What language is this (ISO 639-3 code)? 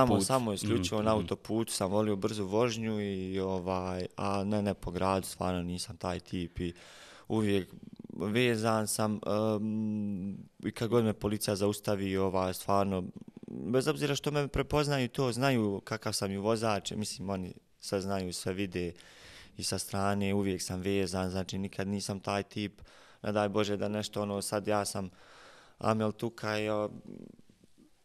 bos